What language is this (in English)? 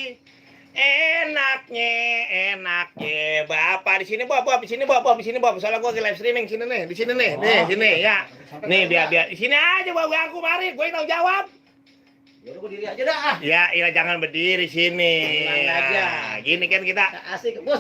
Betawi